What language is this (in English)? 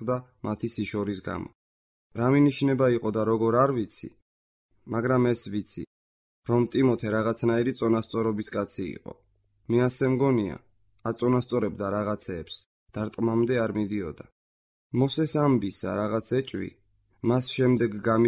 Georgian